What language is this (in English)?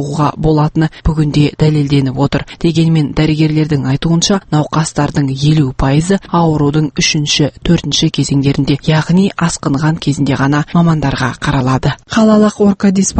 Kazakh